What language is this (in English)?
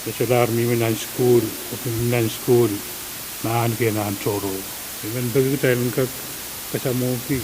Pohnpeian